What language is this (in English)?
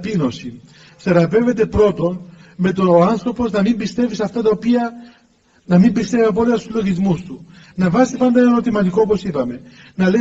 Greek